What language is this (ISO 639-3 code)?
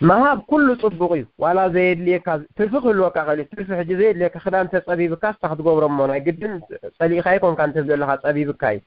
tir